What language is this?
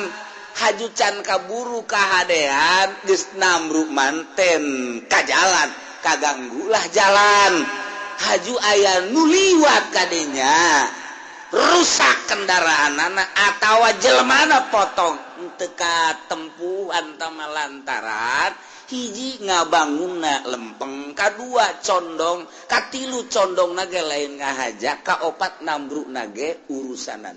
Sundanese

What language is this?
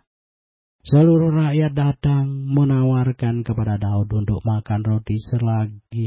Indonesian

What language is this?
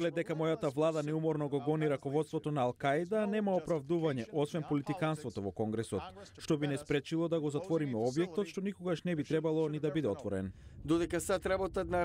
Macedonian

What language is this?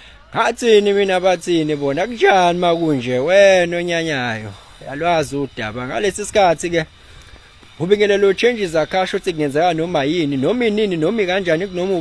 Zulu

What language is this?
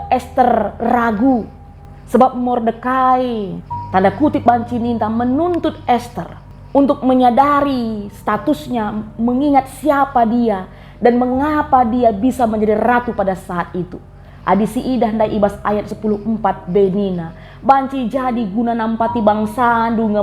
Batak Karo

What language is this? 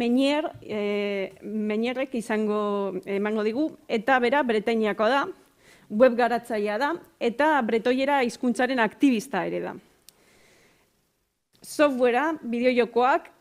Basque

